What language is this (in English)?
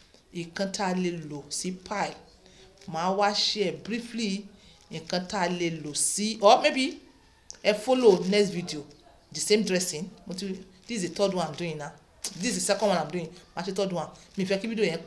Yoruba